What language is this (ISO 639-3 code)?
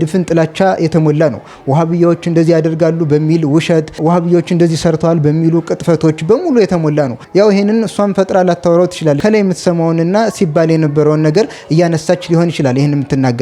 amh